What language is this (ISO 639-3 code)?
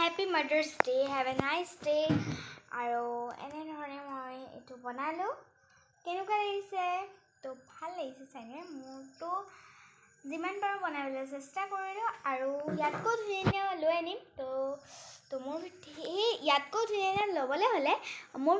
asm